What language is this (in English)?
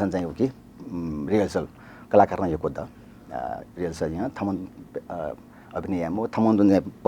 Newari